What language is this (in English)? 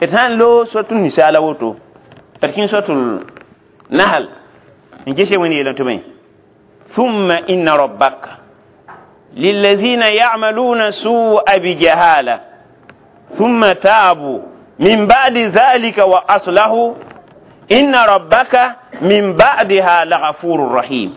Mossi